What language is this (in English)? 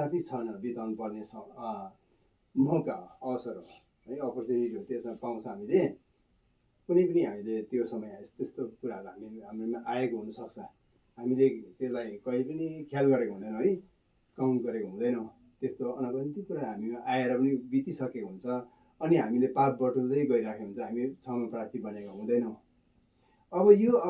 Nepali